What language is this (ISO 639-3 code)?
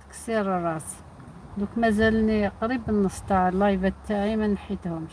arq